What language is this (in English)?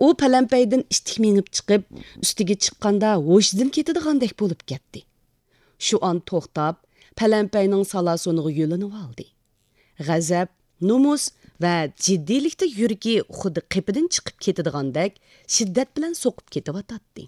Uyghur